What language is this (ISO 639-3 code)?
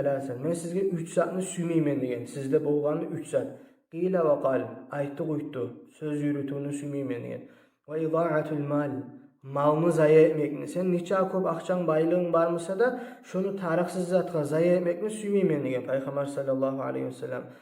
kum